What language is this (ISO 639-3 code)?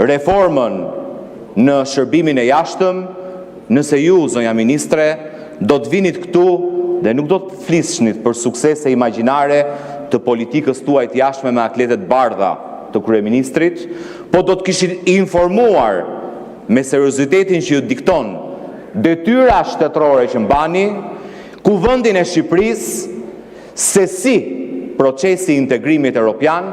sqi